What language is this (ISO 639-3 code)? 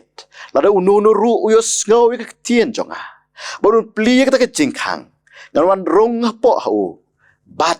kha